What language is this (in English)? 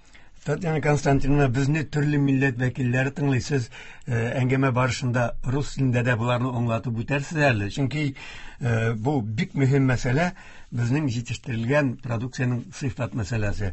Tatar